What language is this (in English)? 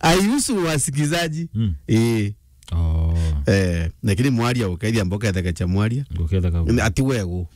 Meru